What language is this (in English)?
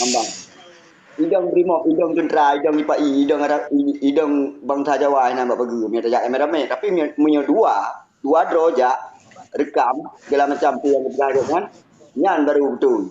Achinese